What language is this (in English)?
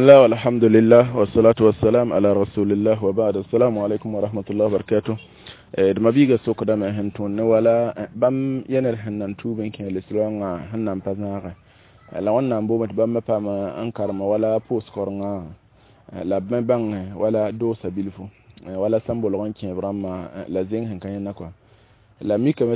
Mossi